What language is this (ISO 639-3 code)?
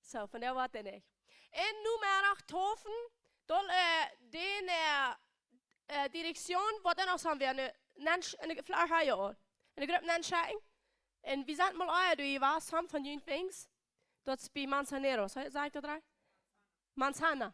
pdt